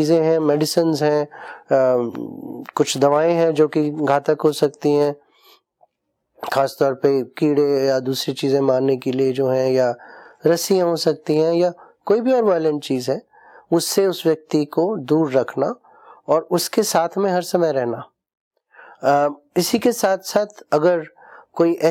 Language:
Hindi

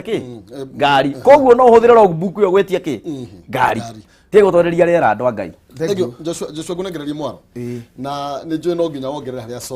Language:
Kikuyu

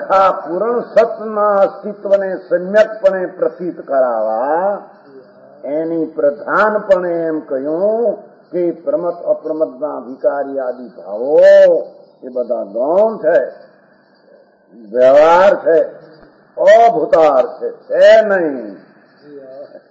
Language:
Gujarati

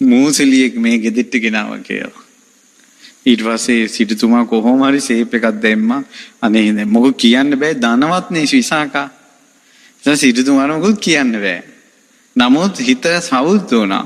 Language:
Sinhala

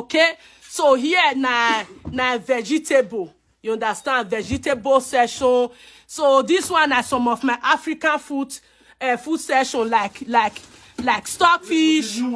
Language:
Nigerian Pidgin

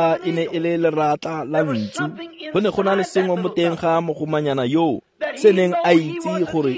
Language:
Tswana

